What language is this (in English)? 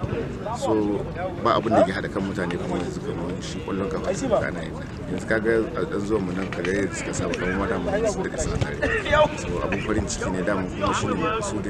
Hausa